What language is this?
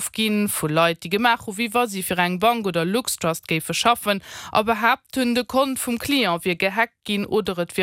Luxembourgish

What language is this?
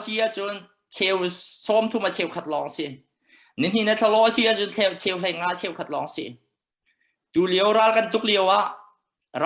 Hakha Chin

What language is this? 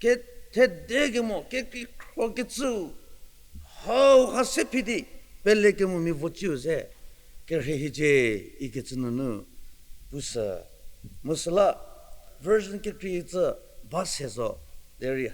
Angami Naga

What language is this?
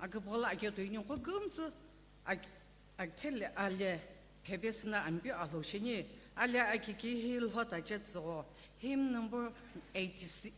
Sumi Naga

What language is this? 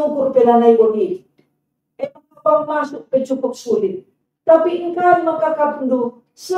Batak Karo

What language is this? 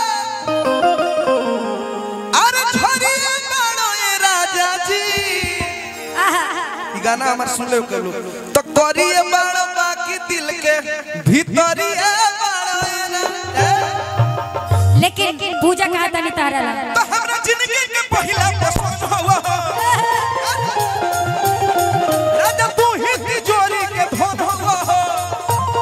Bhojpuri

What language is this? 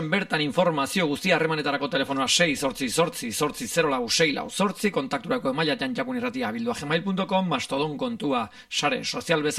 Basque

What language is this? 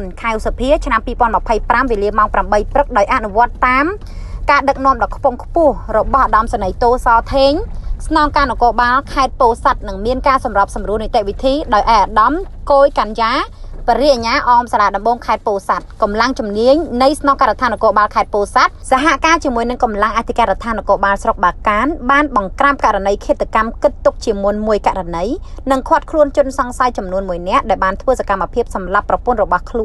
Khmer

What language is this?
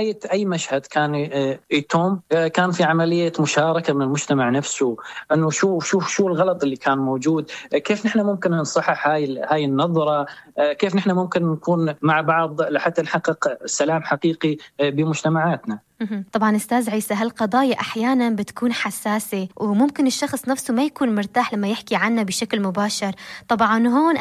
North Levantine Arabic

